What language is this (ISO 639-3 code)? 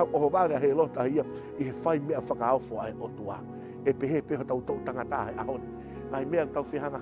ton